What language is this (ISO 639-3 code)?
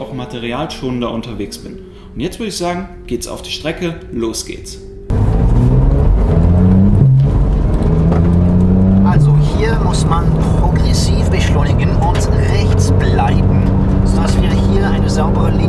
deu